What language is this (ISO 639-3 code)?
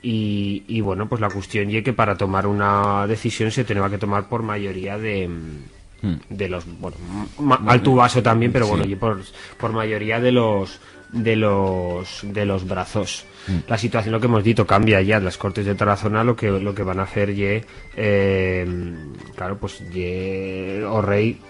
arg